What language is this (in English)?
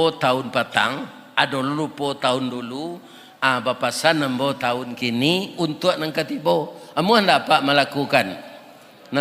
Minangkabau